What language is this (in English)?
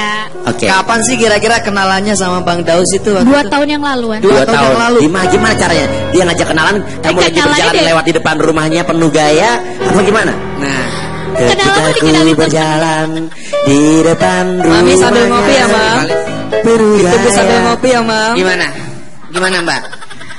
Indonesian